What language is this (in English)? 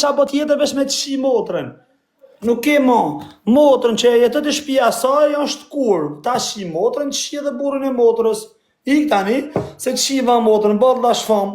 Albanian